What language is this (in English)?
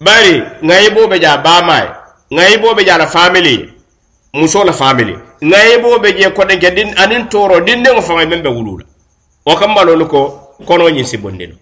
Mandingo